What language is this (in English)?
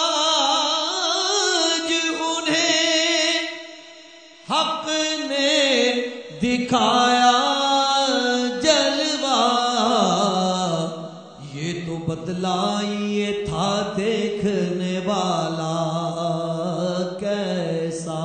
Urdu